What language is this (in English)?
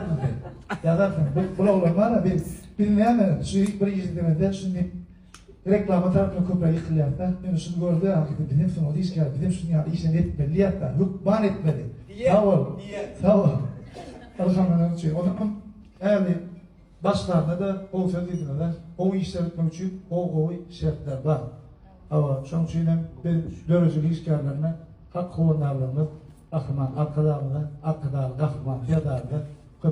Turkmen